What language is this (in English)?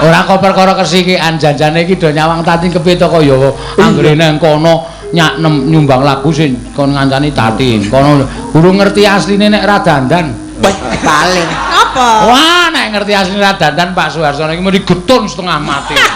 Javanese